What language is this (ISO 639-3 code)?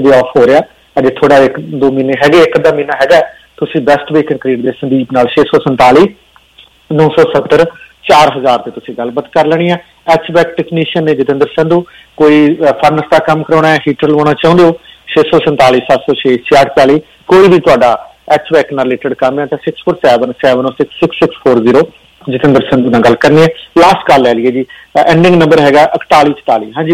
pan